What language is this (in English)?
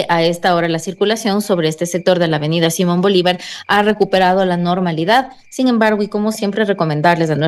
Spanish